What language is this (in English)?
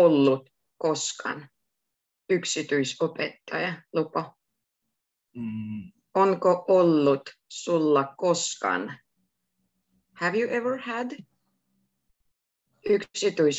Finnish